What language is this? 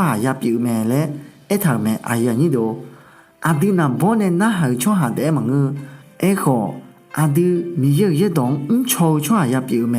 Akha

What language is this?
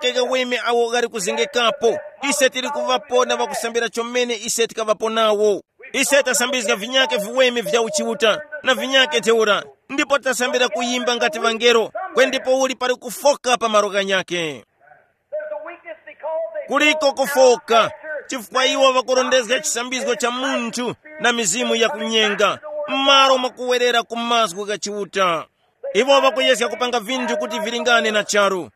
Tumbuka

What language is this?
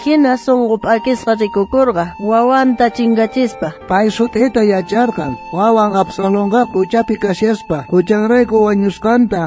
South Bolivian Quechua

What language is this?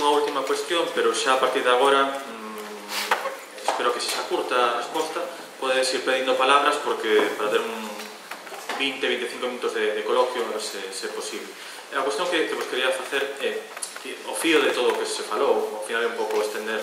Galician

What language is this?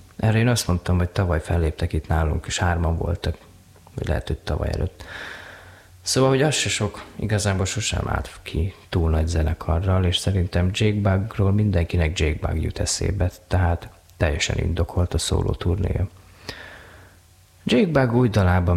Hungarian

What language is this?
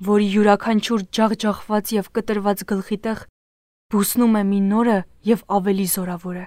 Armenian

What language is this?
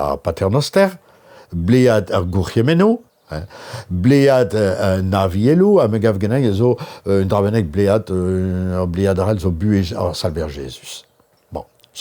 Breton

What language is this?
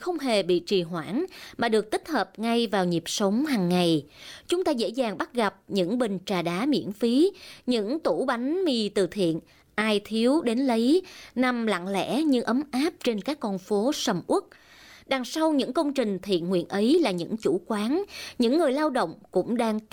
Vietnamese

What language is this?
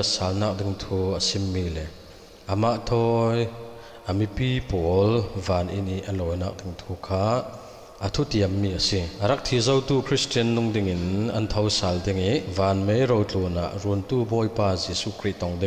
Falam Chin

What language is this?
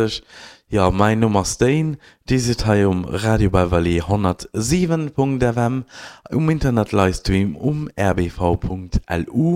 Luxembourgish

